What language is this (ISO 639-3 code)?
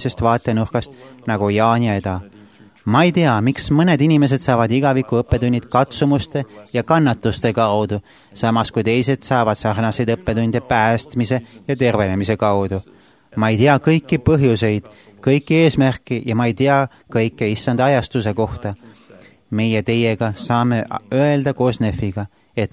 est